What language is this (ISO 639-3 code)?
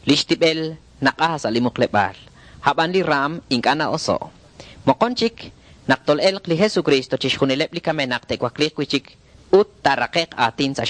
kek